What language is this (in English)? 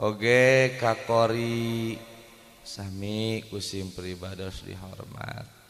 Sundanese